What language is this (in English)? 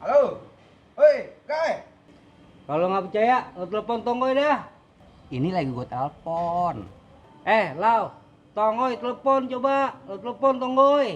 Betawi